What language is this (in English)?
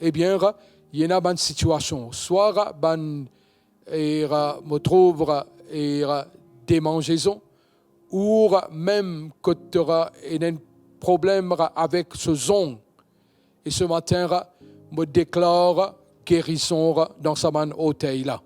Morisyen